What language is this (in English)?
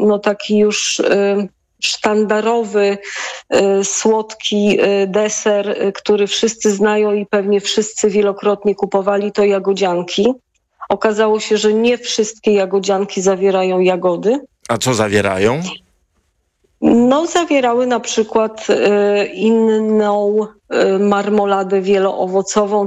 Polish